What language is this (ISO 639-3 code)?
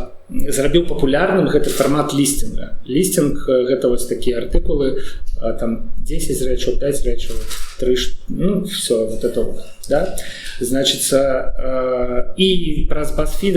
bel